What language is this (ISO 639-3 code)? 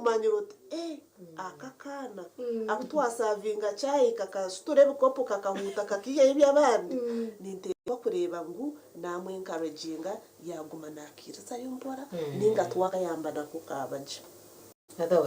nyn